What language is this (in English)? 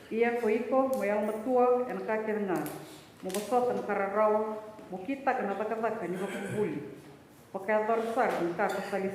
Fijian